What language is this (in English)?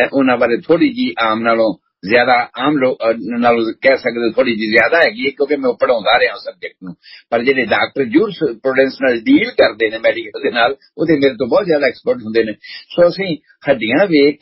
Punjabi